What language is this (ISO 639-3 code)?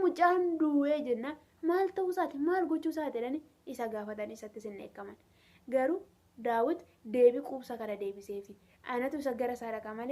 orm